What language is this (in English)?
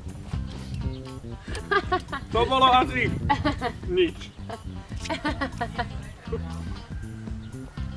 Slovak